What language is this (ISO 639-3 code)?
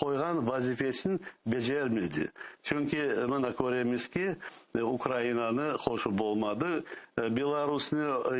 crh